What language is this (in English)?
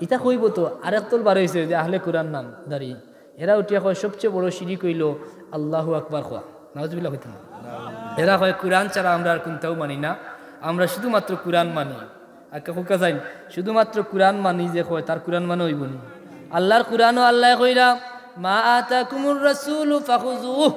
Sylheti